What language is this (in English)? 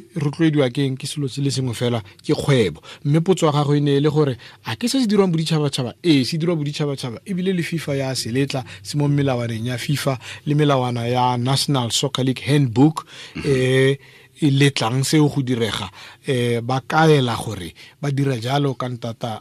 Tswana